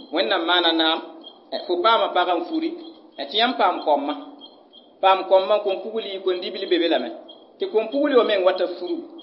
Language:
Mossi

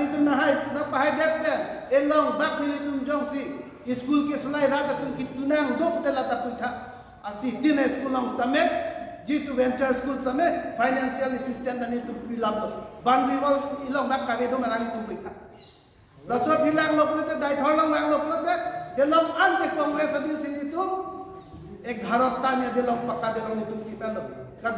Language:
Karbi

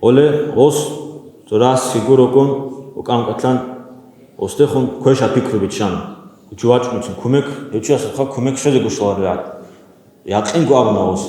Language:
Avaric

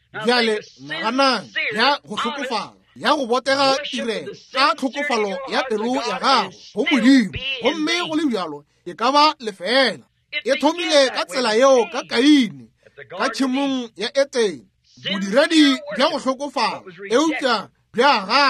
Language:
Northern Sotho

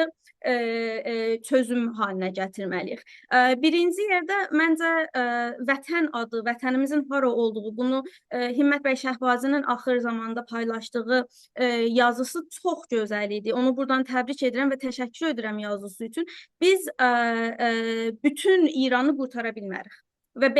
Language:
South Azerbaijani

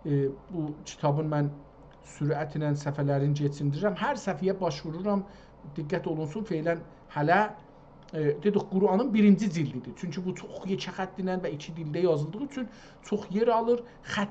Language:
South Azerbaijani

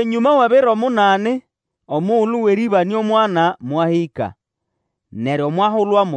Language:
Nande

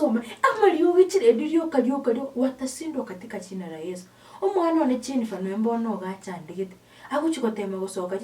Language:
Gusii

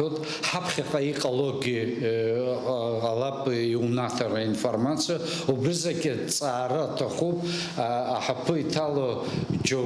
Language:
Abkhazian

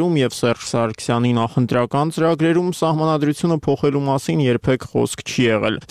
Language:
Armenian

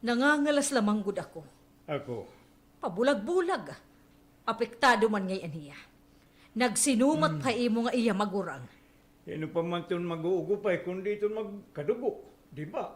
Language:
Waray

